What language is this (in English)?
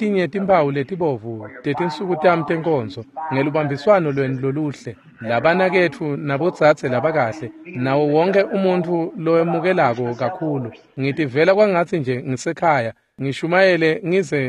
Swati